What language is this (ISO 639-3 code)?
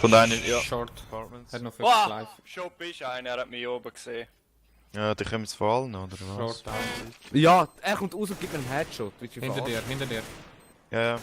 gsw